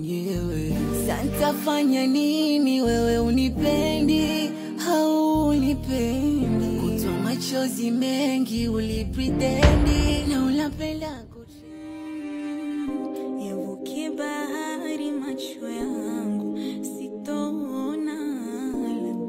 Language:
Swahili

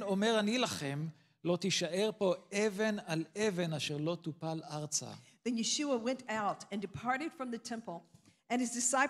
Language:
Hebrew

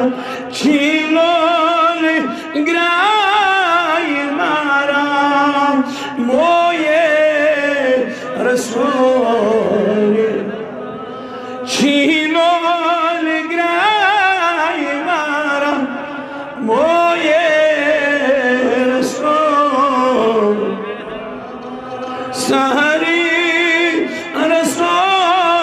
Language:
Kashmiri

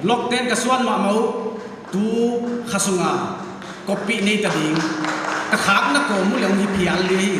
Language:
Paite Chin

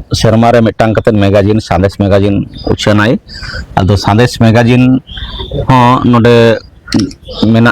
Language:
Santali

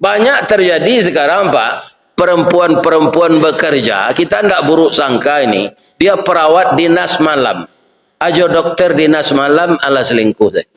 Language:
Minangkabau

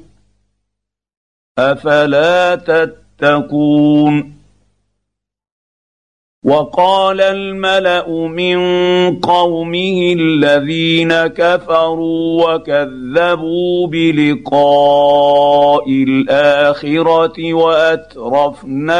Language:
Arabic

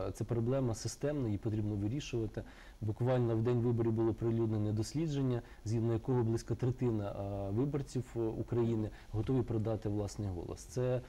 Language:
Ukrainian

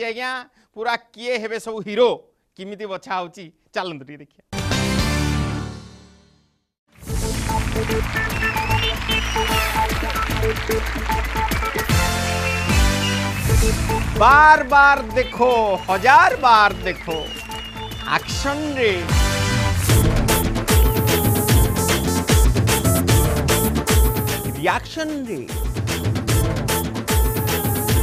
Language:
Odia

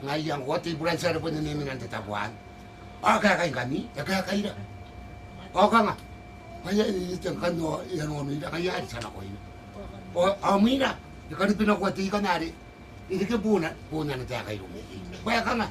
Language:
Gilbertese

